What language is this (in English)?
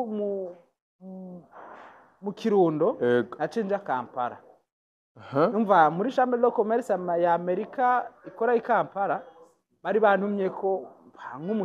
Rundi